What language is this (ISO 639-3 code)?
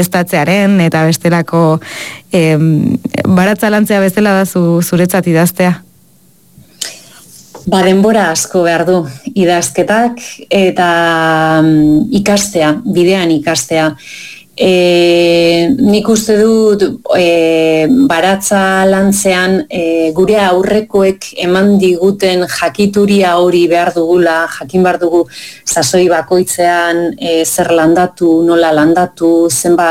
eus